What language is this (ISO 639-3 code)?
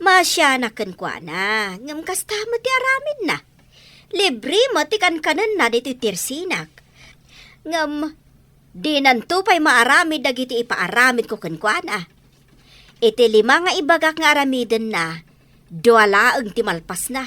ilo